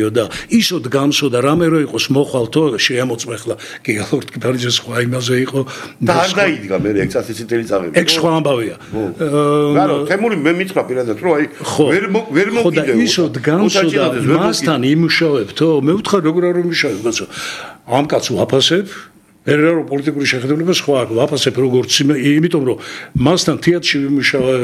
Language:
Georgian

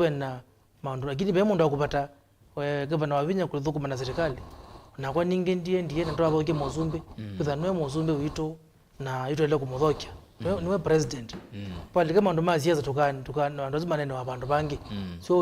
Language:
Kamba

